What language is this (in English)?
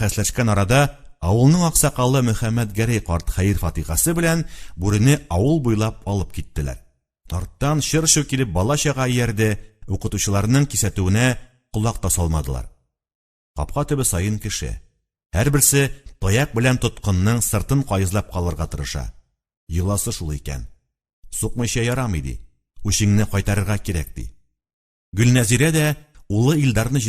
Tatar